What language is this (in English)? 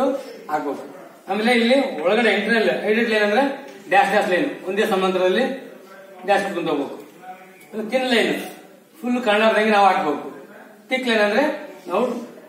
Kannada